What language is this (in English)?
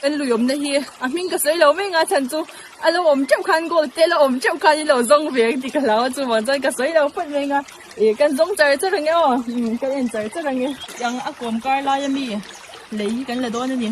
Mizo